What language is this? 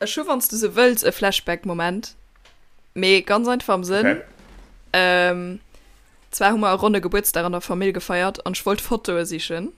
Luxembourgish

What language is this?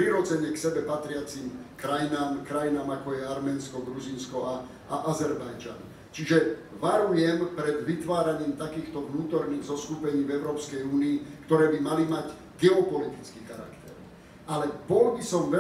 Slovak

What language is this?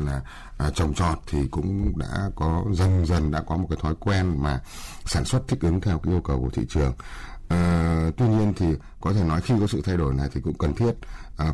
Vietnamese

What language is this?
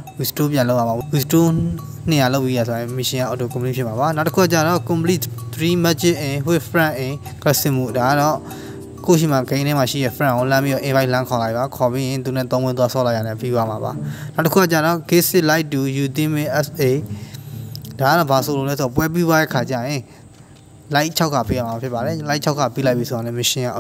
Burmese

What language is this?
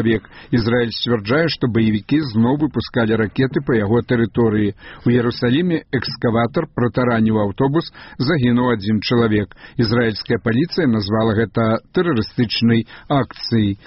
Belarusian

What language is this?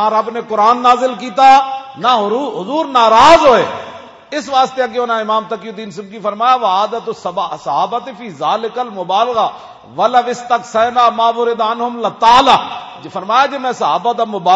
Western Panjabi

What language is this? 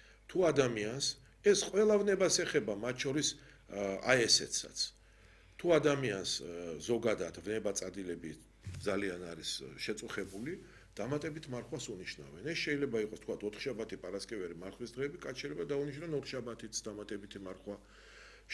Georgian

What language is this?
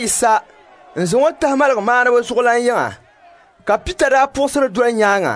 Dagbani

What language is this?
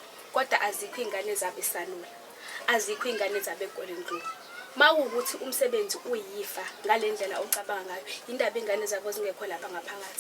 Zulu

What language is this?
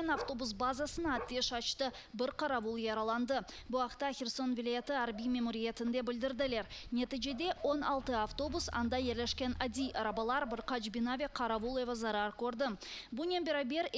Crimean Tatar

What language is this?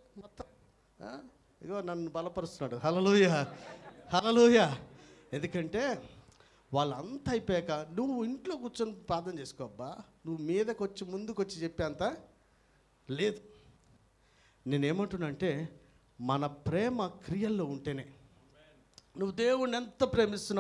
Telugu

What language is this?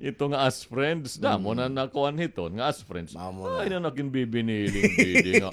Waray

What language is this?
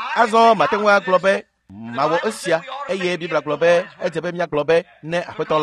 Ewe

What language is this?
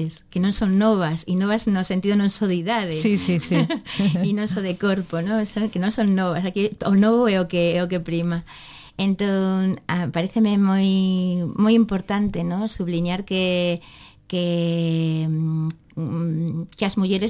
Galician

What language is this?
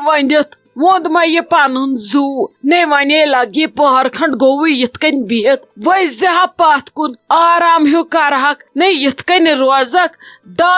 Kashmiri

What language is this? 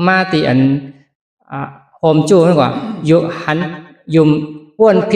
Shan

